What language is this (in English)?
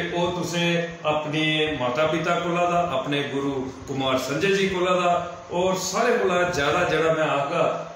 Dogri